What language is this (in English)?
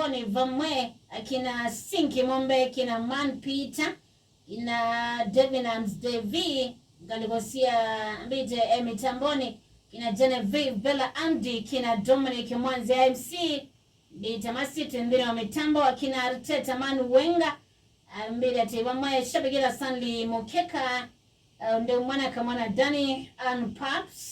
Kamba